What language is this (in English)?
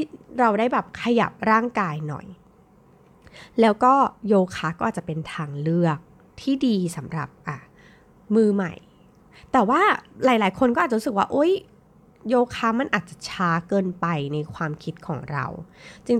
Thai